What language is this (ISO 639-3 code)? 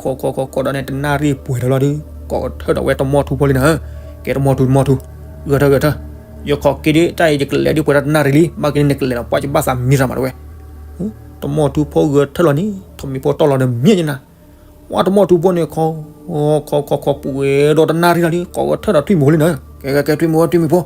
ksw